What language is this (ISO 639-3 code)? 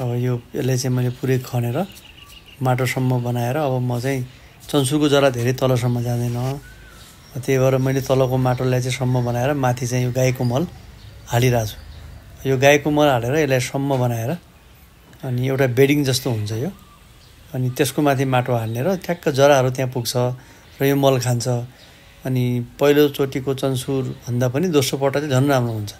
nep